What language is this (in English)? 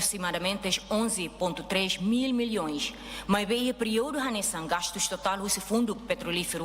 Tetum